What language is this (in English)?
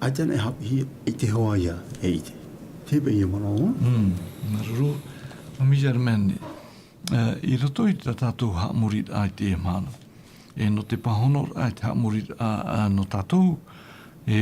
Tahitian